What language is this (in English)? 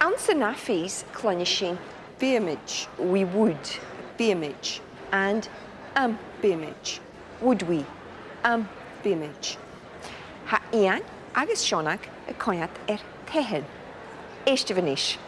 Scottish Gaelic